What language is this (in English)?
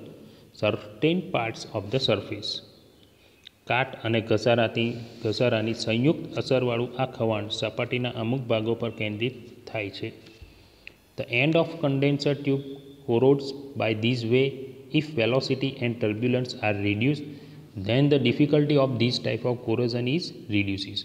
Gujarati